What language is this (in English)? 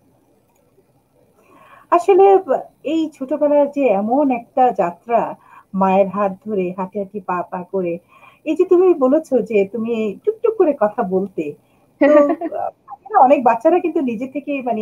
Bangla